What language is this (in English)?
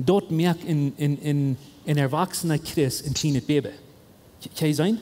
Plautdietsch